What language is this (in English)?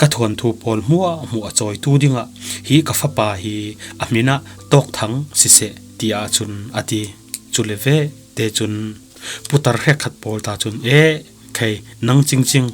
Falam Chin